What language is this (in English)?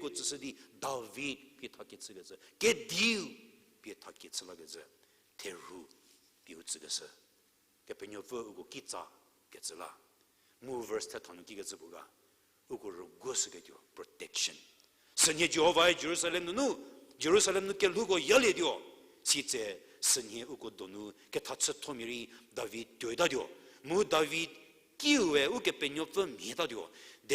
Angami Naga